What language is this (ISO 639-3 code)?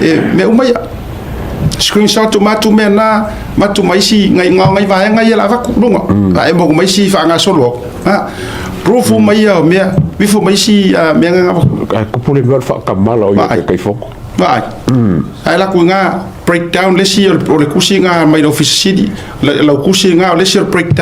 smo